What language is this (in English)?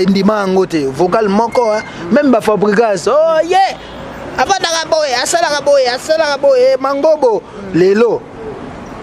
Lingala